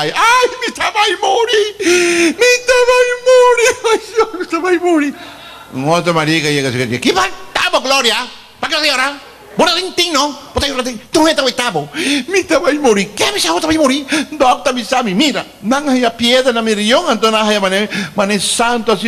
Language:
Papiamento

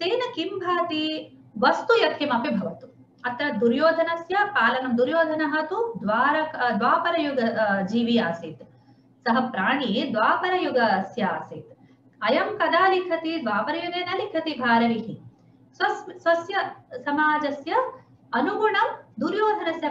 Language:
Sanskrit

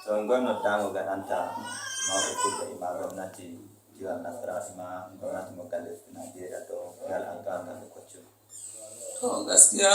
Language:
Nigerian Fulfulde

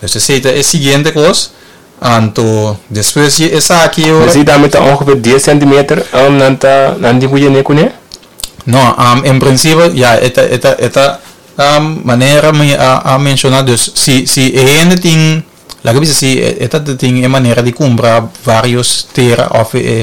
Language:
Papiamento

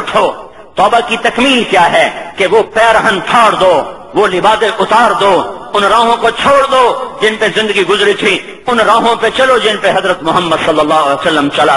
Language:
Urdu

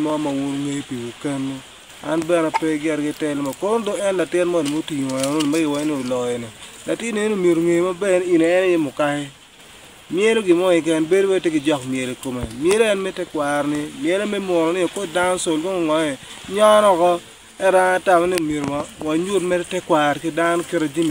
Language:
Acoli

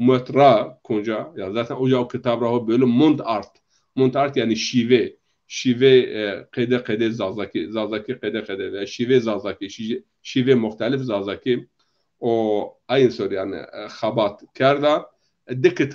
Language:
Zaza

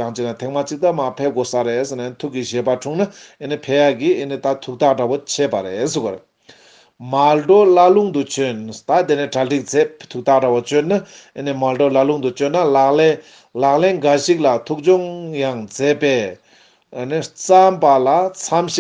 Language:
Tibetan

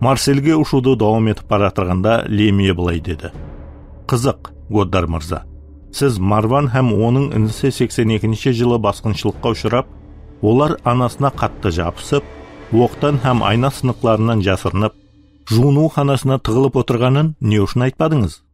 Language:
Kara-Kalpak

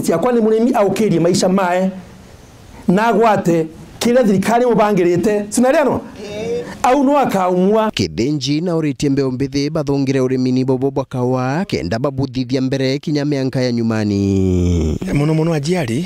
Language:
Meru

